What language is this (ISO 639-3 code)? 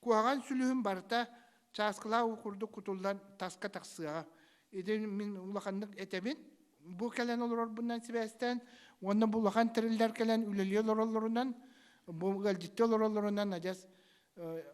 sah